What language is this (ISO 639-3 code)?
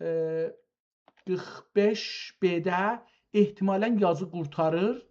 azb